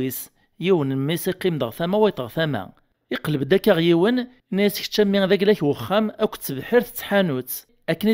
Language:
Kabyle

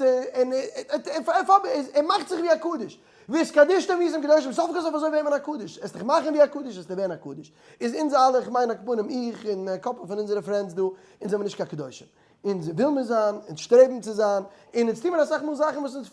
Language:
Yiddish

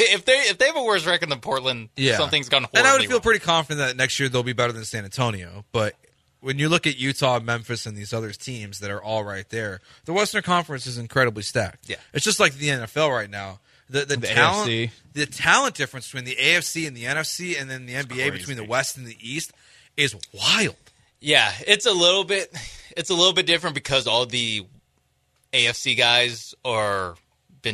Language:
English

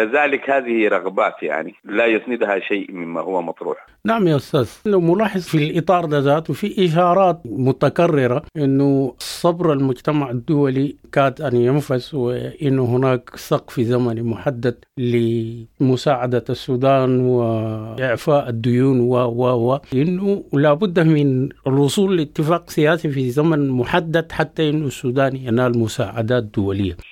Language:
Sudanese Arabic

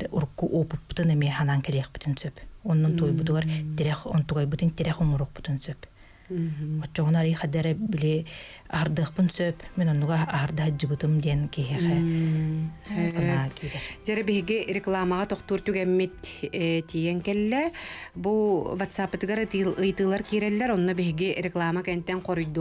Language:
Yakut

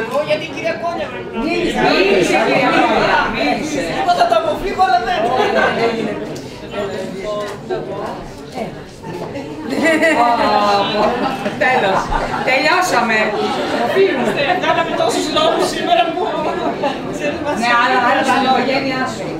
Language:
Greek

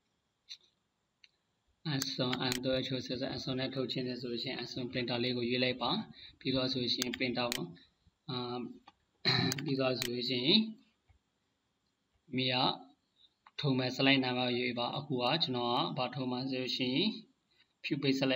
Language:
Burmese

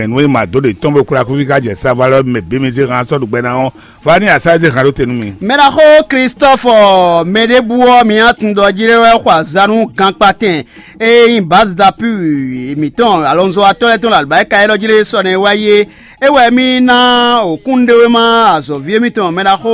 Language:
Fon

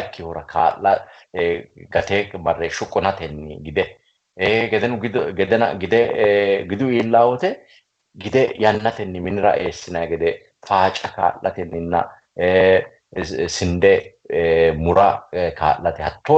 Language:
Sidamo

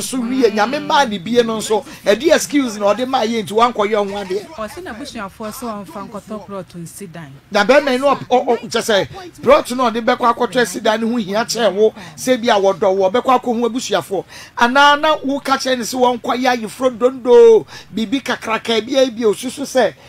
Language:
Akan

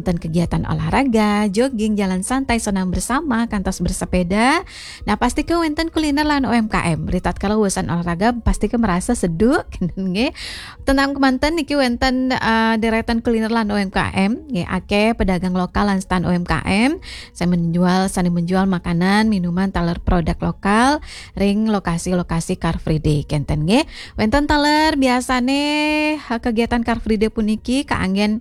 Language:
Balinese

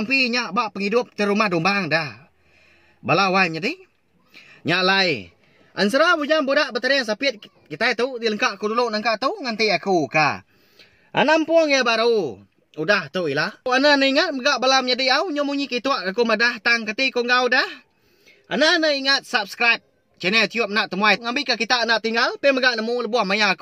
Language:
Iban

